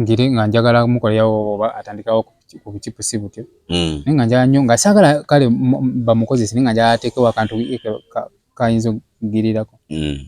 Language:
Ganda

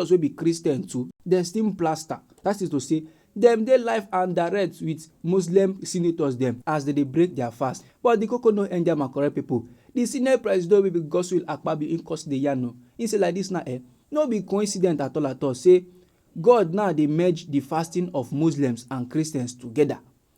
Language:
Nigerian Pidgin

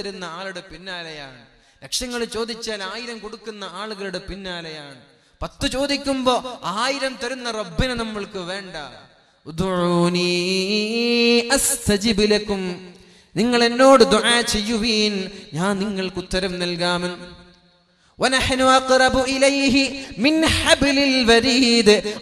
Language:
Malayalam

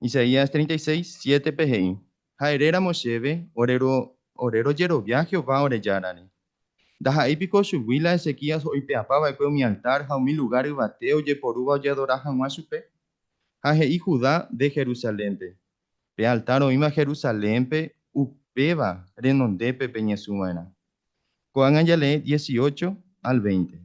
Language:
Guarani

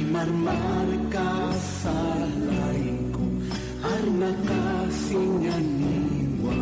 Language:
Aymara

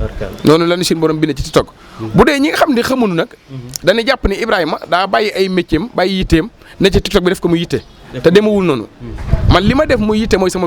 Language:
Wolof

